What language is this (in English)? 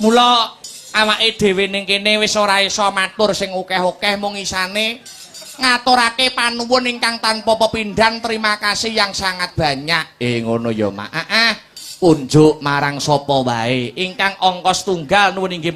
Javanese